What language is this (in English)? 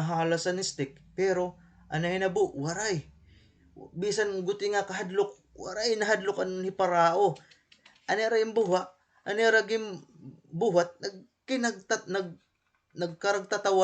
Waray